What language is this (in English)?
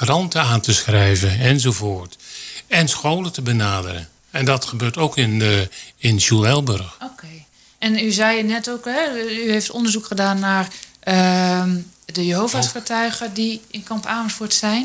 Dutch